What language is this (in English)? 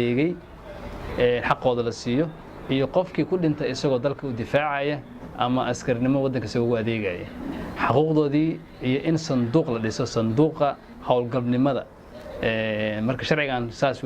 Somali